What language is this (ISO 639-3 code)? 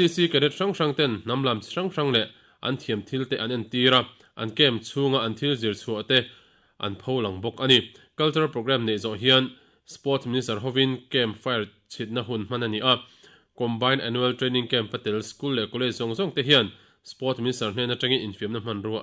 lus